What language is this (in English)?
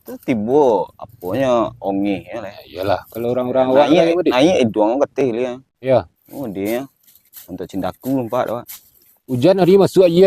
Minangkabau